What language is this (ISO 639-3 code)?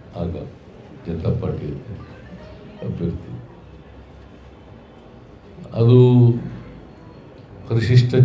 kan